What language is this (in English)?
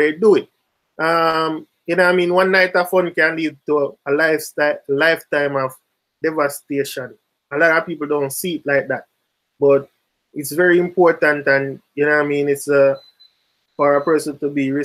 Jamaican Creole English